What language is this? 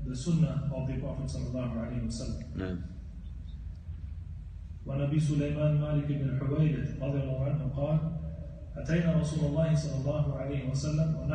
Arabic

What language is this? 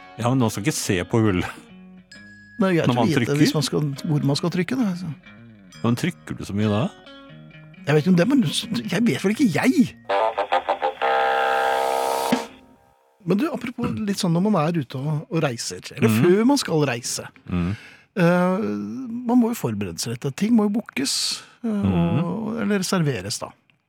Norwegian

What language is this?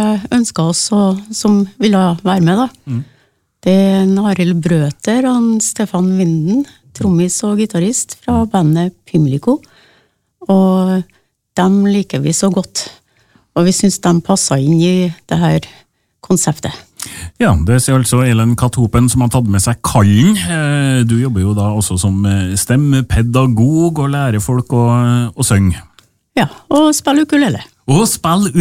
Norwegian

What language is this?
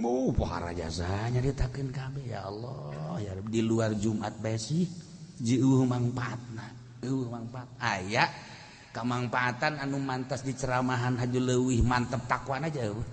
Sundanese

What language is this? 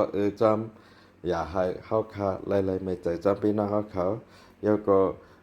Shan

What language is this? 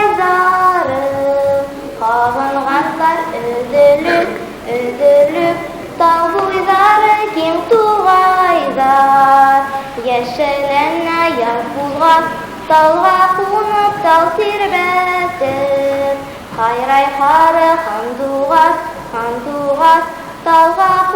Bashkir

